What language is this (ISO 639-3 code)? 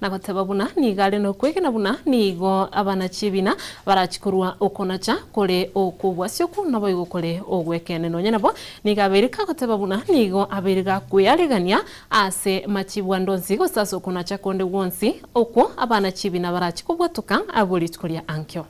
guz